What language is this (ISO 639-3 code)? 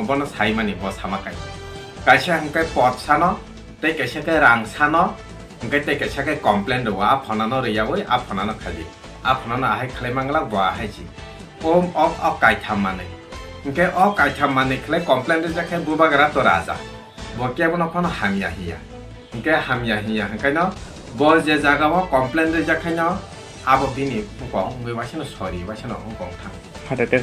ria